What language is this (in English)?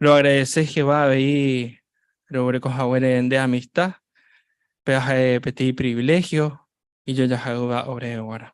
Guarani